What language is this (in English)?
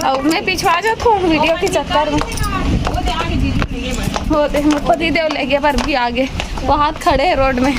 Chhattisgarhi